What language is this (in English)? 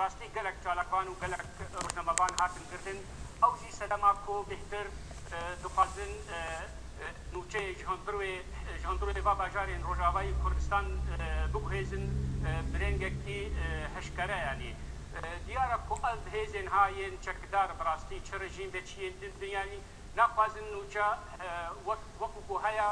Kurdish